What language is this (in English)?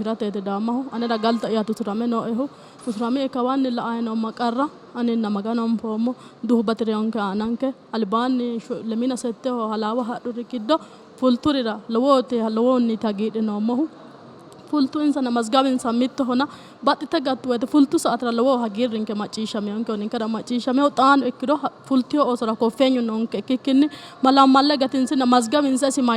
Sidamo